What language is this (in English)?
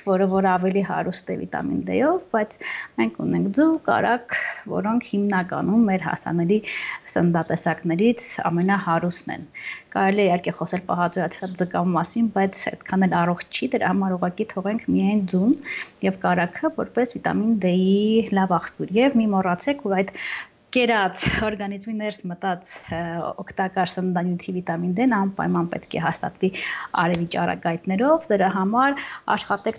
Armenian